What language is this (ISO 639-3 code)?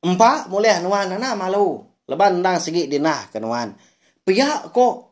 iba